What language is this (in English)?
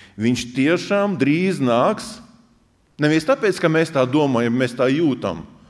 Latvian